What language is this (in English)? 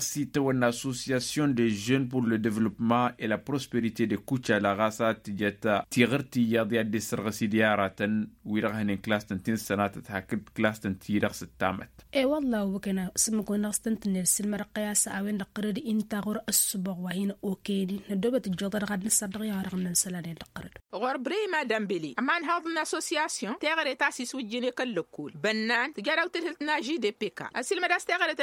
Tamasheq